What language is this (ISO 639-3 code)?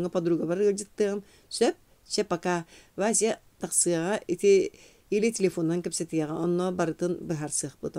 sah